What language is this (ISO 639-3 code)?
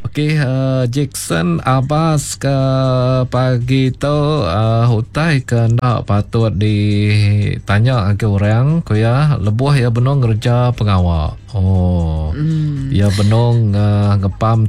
iba